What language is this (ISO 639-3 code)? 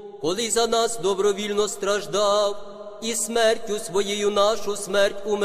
ukr